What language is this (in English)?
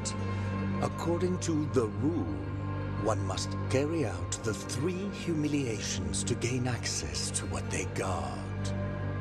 English